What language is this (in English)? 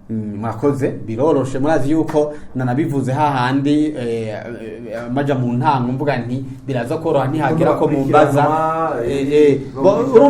Rundi